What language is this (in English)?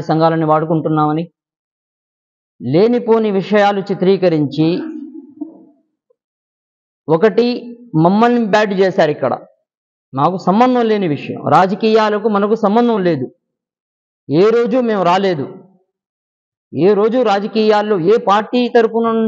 Telugu